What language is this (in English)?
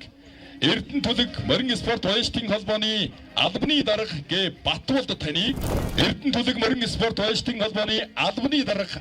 Mongolian